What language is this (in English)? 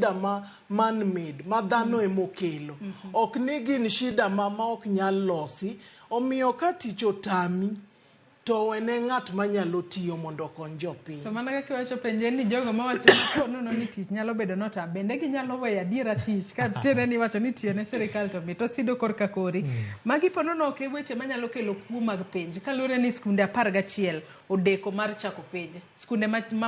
Luo (Kenya and Tanzania)